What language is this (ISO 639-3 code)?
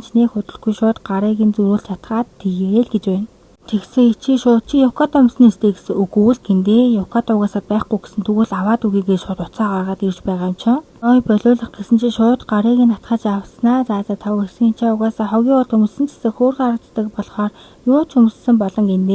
mon